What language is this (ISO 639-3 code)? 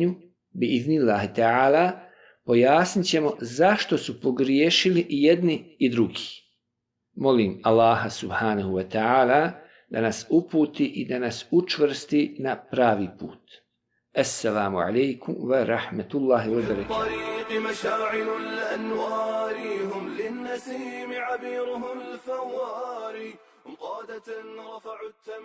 bos